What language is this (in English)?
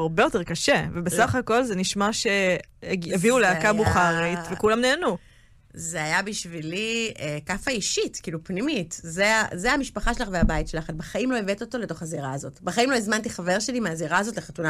Hebrew